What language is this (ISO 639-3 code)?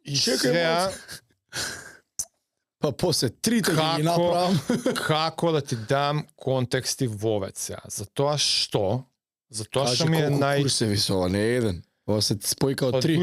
mkd